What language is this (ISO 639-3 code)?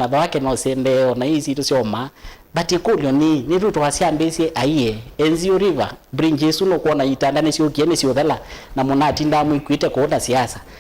kam